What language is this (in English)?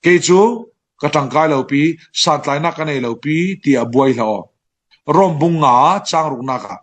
Falam Chin